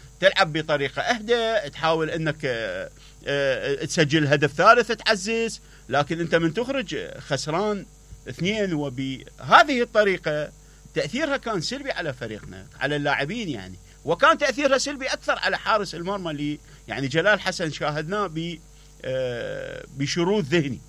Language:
Mesopotamian Arabic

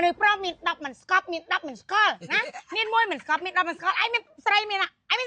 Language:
Khmer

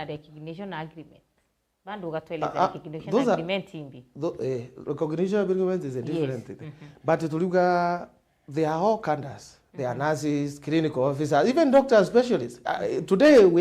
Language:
Meru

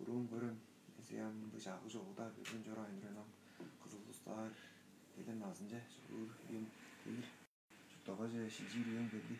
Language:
Tuvinian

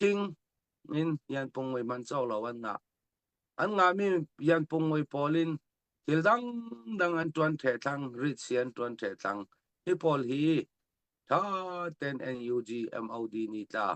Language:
Falam Chin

